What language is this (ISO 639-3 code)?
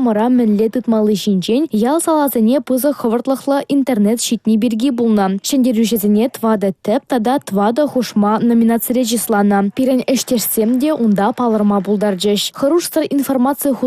chv